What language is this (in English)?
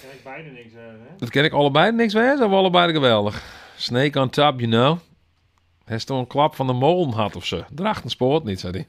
Western Frisian